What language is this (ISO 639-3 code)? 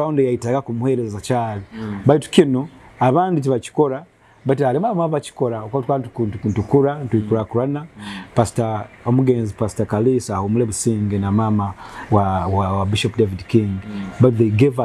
nyo